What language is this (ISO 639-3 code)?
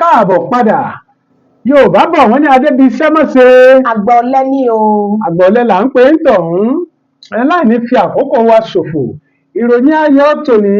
yor